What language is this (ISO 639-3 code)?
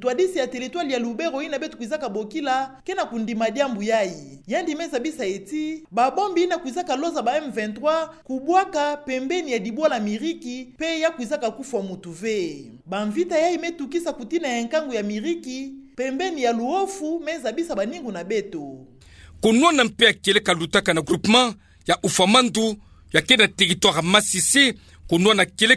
ktu